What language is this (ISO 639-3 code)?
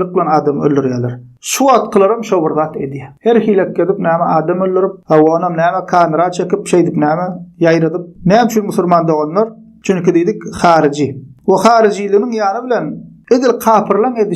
tuk